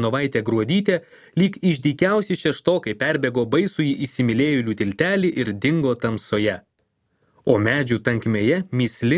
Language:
Lithuanian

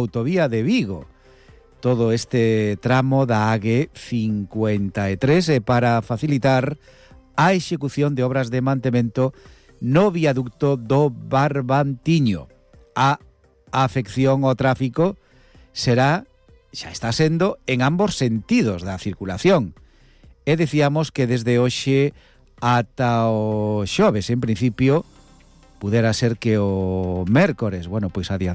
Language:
Galician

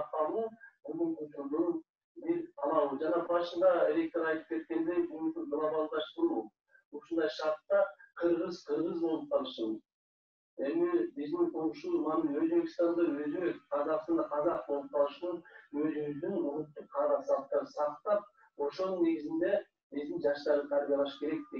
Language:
Kyrgyz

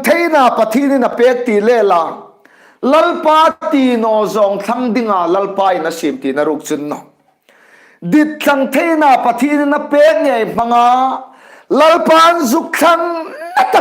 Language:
Hmar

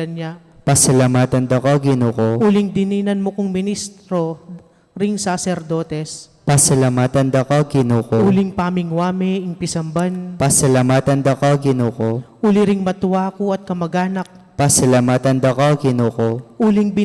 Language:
Pampanga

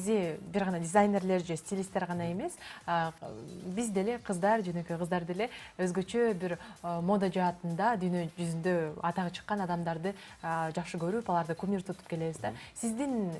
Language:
Kyrgyz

